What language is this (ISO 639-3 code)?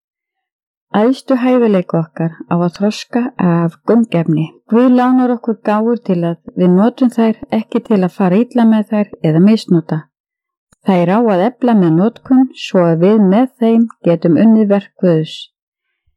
isl